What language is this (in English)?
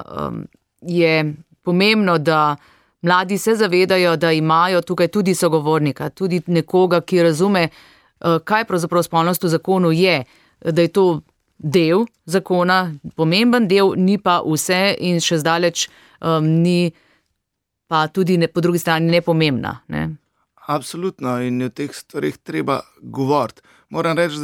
Slovenian